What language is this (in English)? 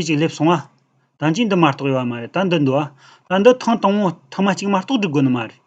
Tibetan